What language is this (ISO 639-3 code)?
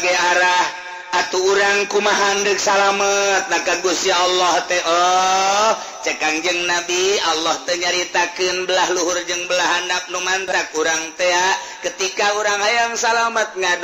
sun